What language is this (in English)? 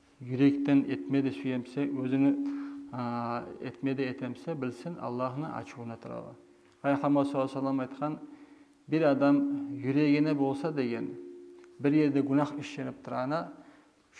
Kumyk